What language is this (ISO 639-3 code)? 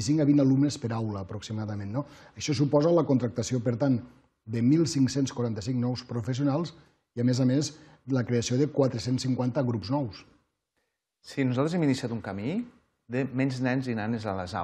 cat